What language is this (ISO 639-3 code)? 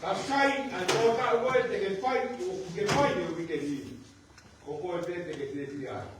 ton